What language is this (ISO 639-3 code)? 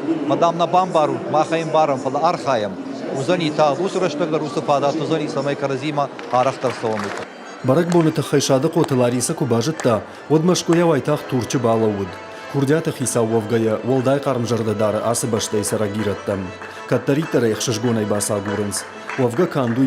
oss